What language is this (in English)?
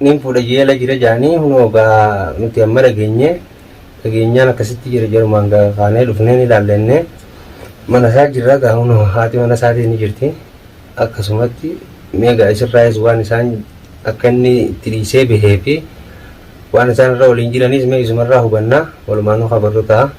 Oromo